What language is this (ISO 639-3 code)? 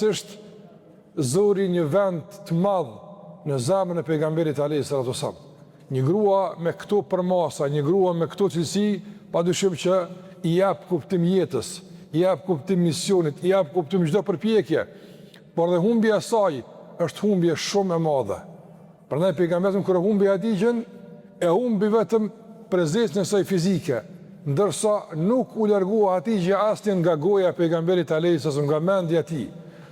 sqi